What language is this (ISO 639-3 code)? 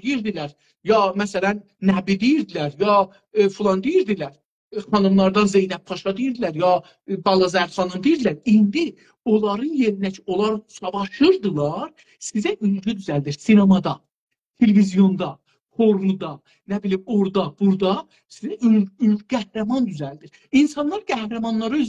azb